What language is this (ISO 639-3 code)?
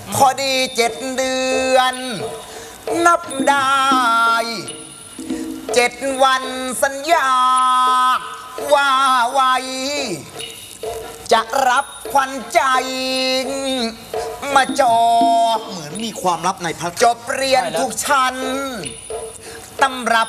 tha